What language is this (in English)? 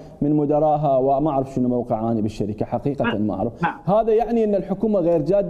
Mesopotamian Arabic